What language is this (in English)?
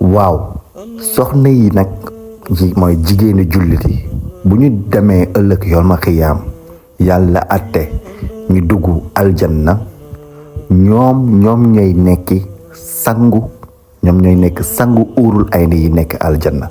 Wolof